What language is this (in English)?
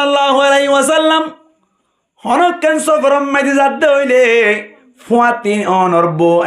Rohingya